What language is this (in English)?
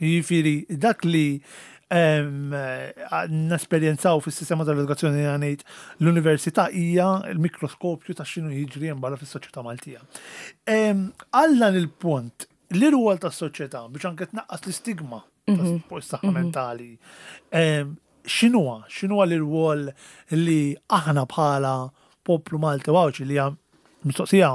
Maltese